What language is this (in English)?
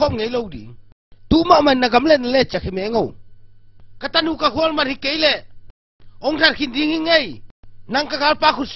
Tedim Chin